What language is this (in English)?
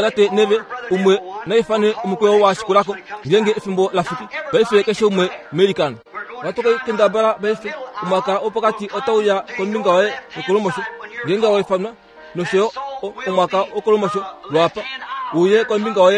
Kuanyama